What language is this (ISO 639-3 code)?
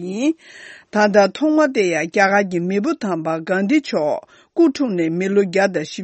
bod